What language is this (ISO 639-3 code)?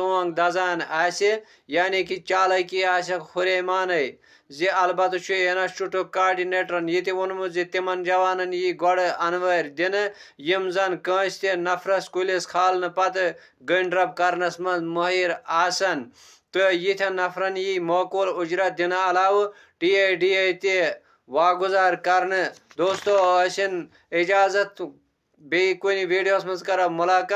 kas